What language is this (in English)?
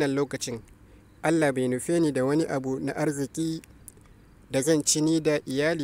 Hausa